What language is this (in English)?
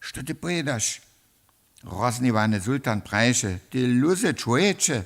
Upper Sorbian